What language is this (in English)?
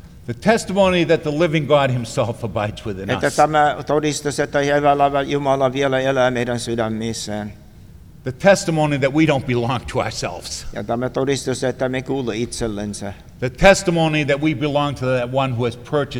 Finnish